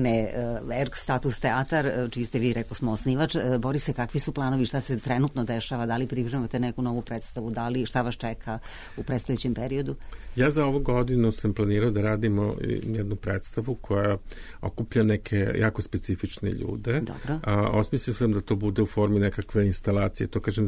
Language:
Serbian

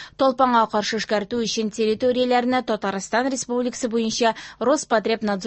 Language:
Tatar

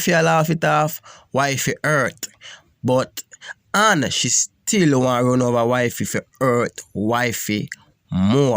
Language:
Jamaican Creole English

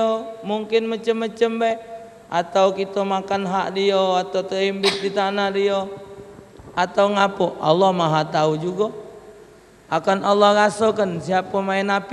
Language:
Musi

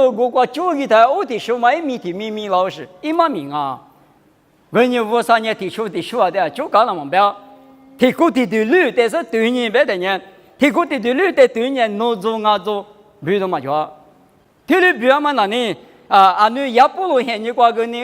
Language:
Lisu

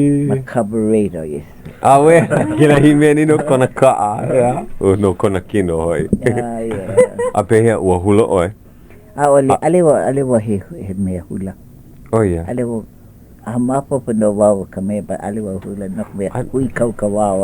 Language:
Hawaiian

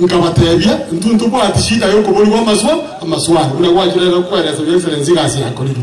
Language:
Gusii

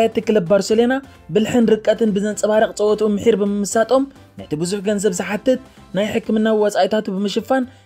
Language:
Tigrinya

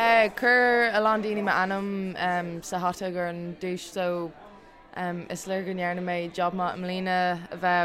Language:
Irish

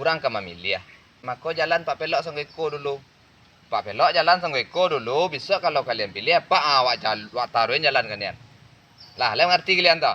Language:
Minangkabau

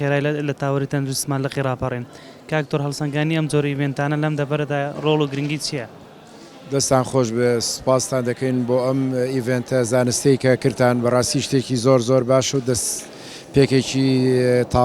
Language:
Central Kurdish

